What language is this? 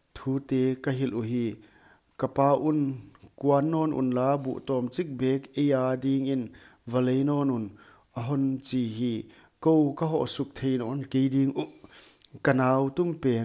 Paite Chin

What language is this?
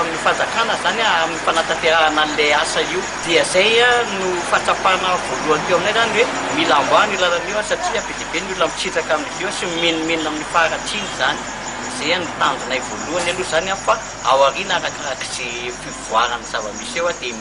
Malagasy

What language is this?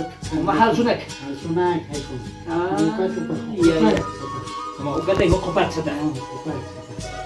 Aymara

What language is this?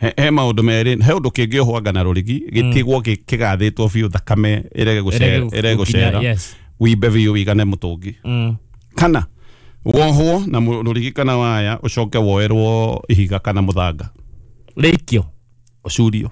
Kikuyu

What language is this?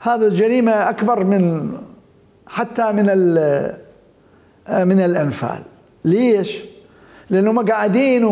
Mesopotamian Arabic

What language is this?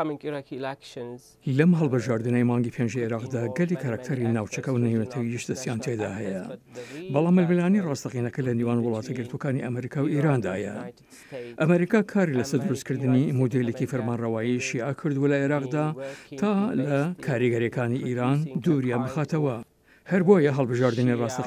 Central Kurdish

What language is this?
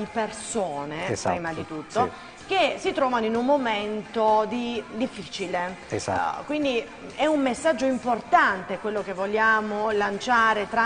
Italian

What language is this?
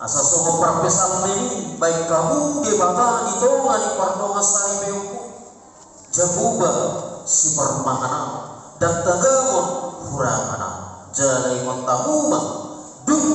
Batak Toba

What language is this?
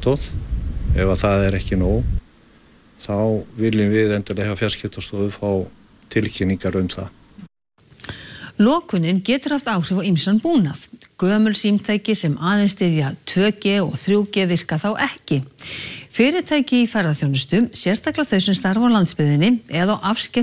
Icelandic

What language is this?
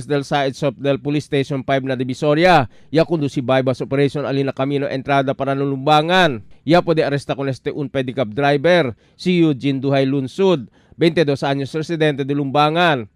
Chavacano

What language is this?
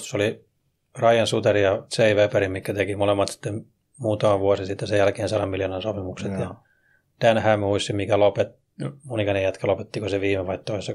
Finnish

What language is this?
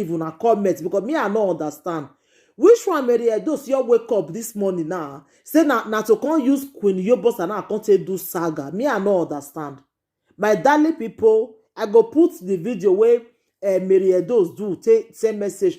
Nigerian Pidgin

